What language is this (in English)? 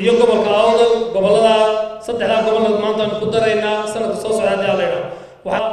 Somali